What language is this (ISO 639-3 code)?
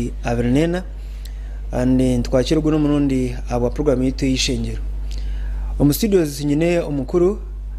nyn